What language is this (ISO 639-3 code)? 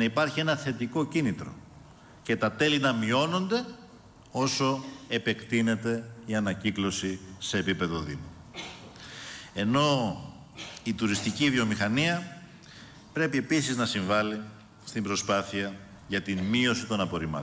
ell